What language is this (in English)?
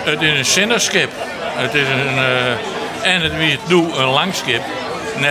Western Frisian